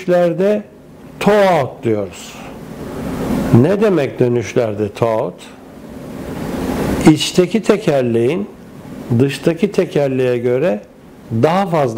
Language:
Turkish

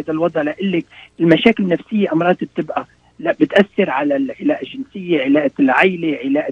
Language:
North Levantine Arabic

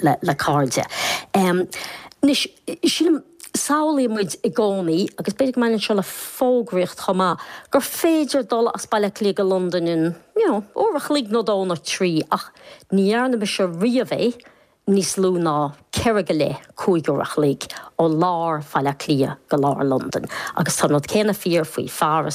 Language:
Irish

